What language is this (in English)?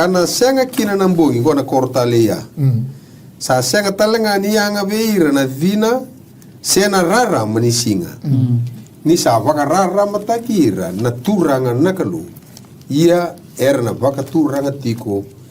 Fijian